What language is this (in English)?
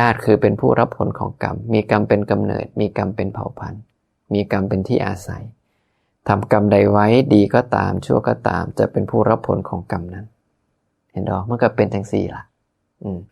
Northeastern Thai